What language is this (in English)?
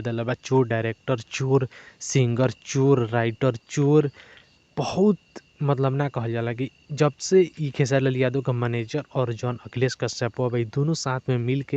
Bhojpuri